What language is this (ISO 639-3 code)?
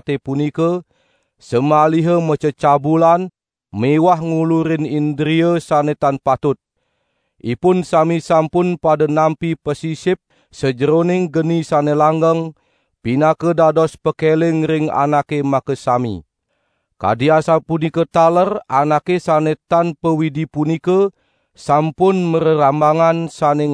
ban